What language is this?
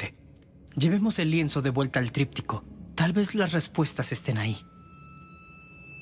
Spanish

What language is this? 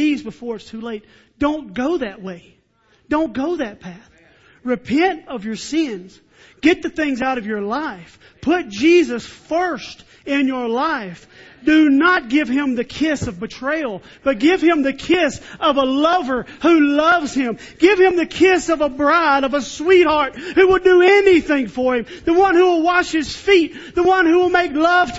English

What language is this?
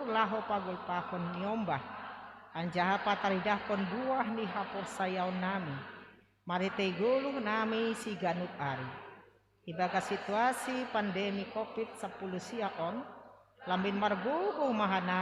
Batak Simalungun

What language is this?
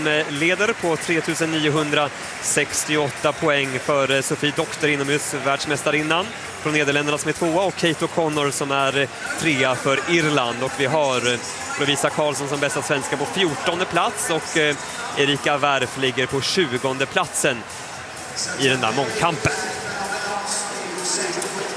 Swedish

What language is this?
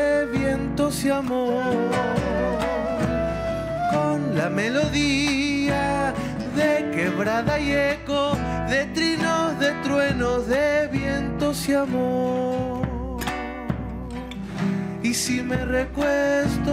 Spanish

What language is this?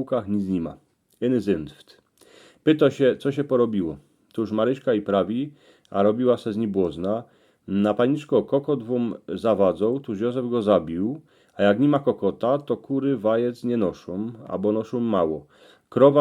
Silesian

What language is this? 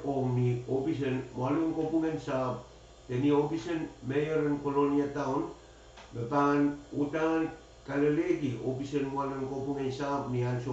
Pohnpeian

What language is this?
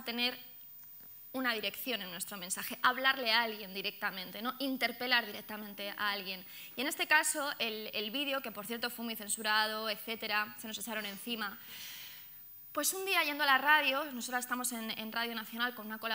Spanish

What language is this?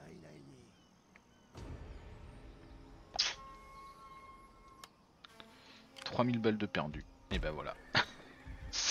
French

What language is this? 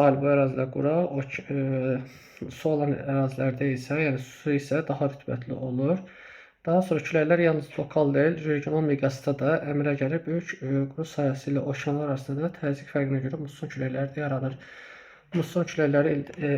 Azerbaijani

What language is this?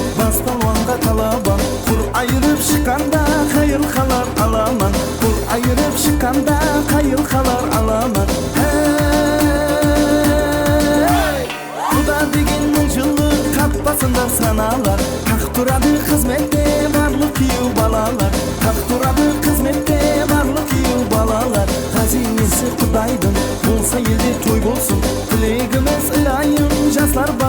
Kara-Kalpak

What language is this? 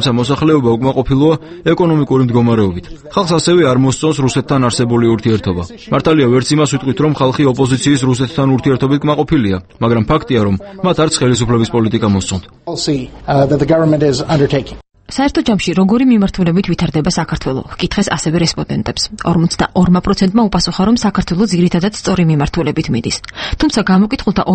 Georgian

